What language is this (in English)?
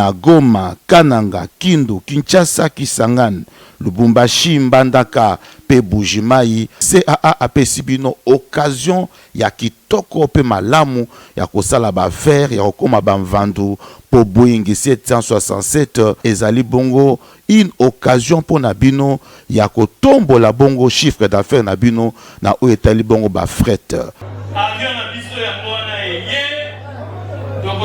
Lingala